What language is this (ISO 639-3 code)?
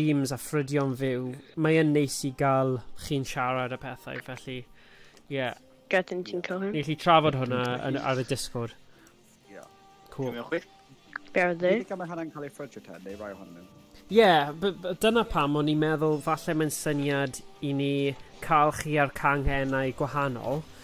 cym